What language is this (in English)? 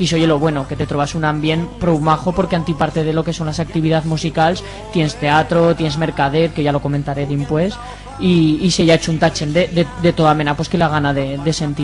Aragonese